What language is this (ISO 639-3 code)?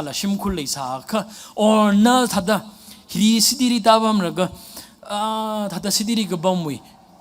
nmf